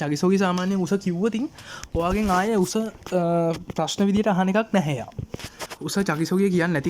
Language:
Sinhala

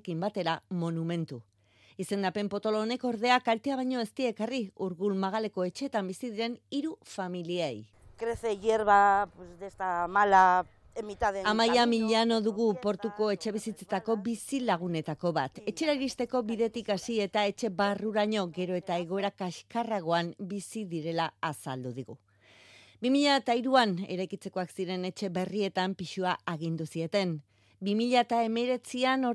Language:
Basque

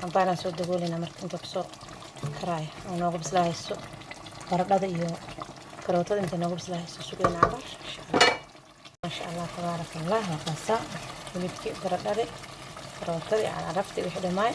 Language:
Somali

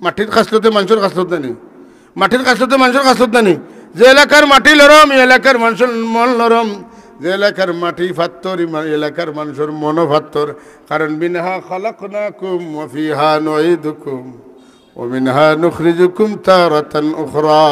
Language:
Sylheti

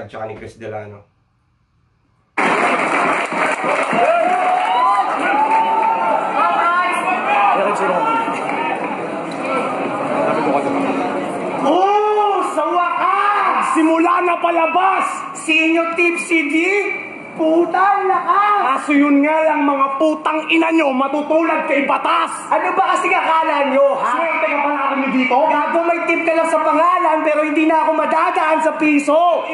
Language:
Filipino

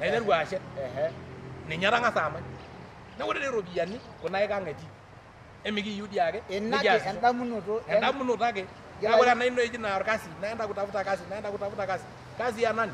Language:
Masai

